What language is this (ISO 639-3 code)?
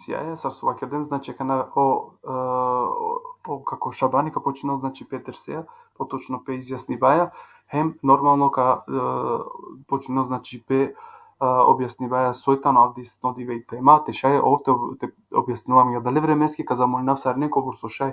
rmn